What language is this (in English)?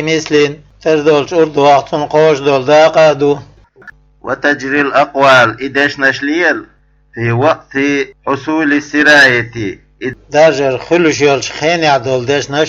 Chechen